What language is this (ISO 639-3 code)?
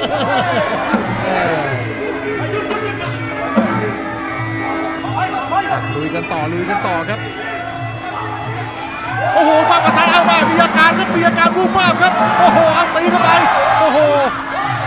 tha